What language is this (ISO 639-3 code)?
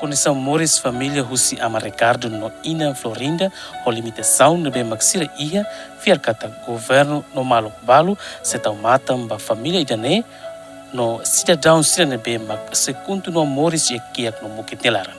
tet